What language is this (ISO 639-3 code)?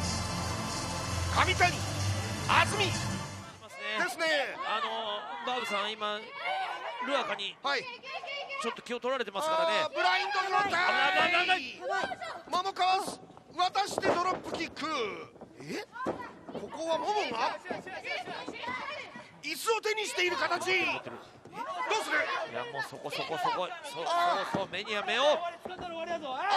jpn